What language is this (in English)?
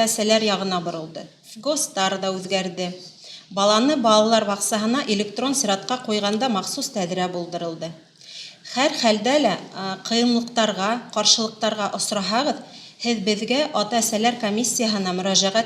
Bashkir